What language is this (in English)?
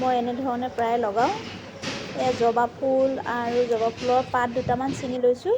Assamese